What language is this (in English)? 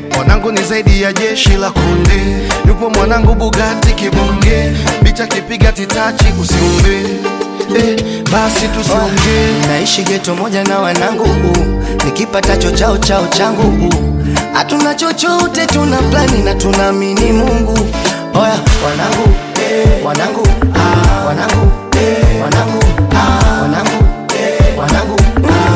Swahili